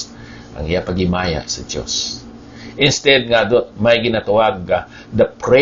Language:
Hiligaynon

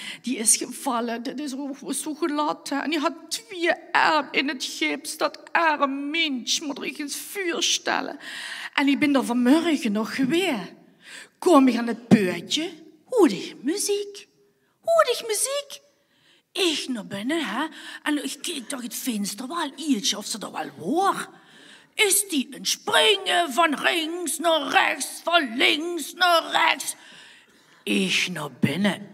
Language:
Limburgish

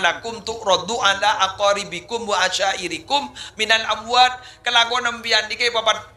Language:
Madurese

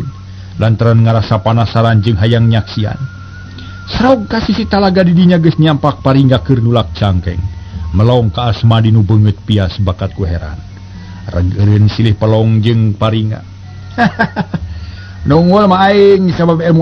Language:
Sundanese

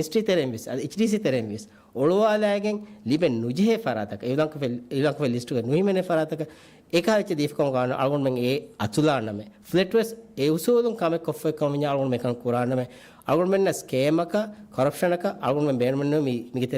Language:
Divehi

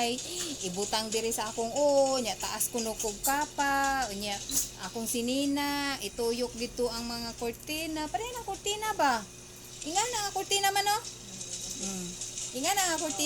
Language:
Cebuano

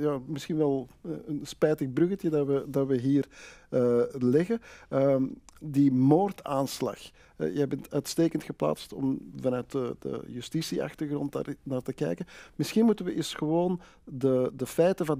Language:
Dutch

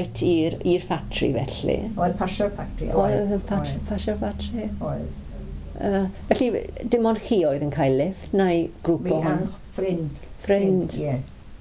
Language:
Welsh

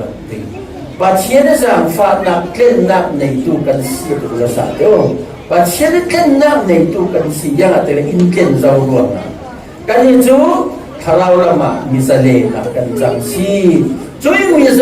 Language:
Falam Chin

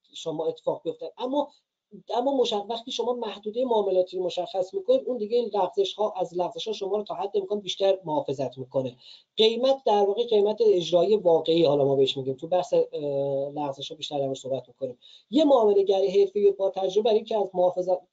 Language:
Persian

